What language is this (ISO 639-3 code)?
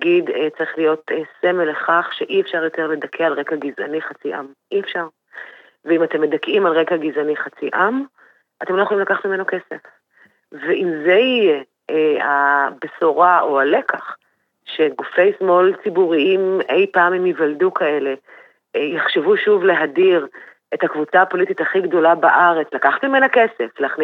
heb